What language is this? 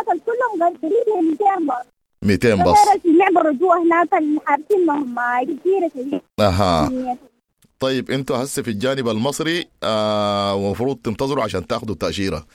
Sudanese Arabic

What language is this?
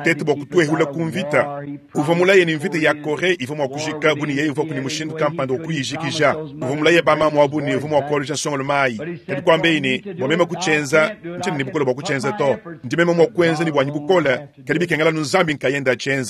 Luba-Lulua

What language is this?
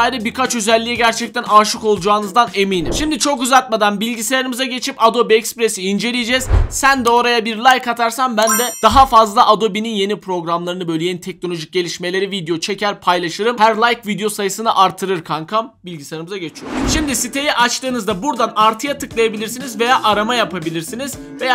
Turkish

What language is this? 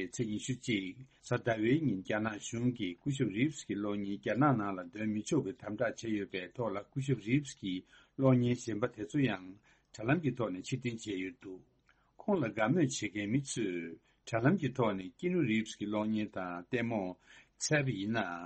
Tibetan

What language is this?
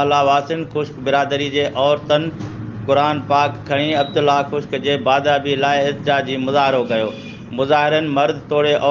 Sindhi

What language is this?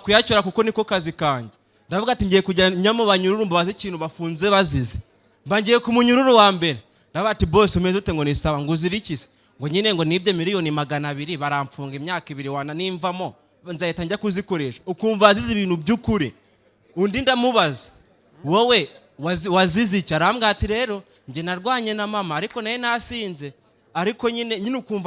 Kinyarwanda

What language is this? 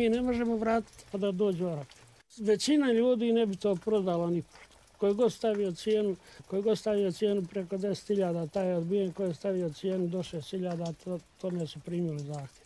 Croatian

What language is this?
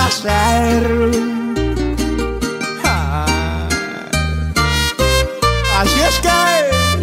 Spanish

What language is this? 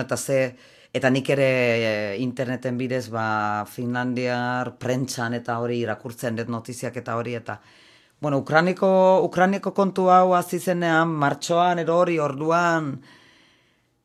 Basque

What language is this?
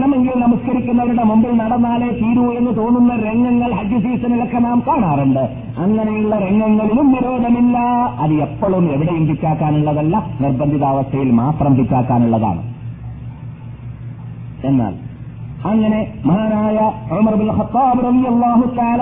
Malayalam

